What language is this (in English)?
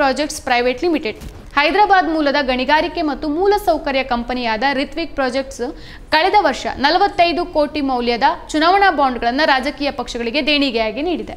Kannada